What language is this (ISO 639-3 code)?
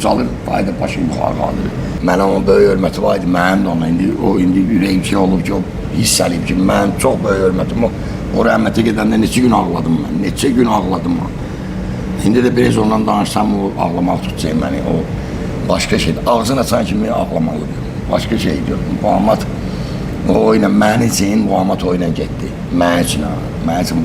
aze